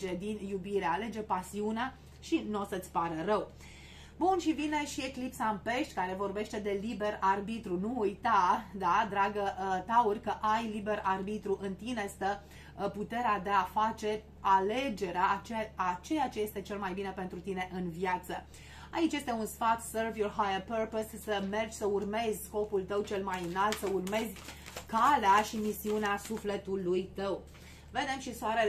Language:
Romanian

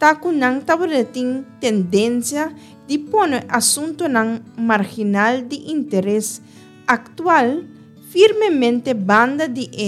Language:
Papiamento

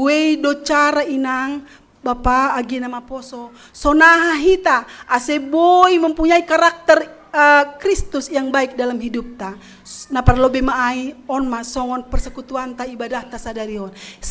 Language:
Batak Simalungun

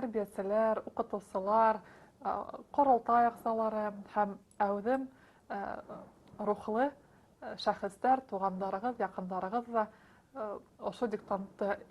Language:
Bashkir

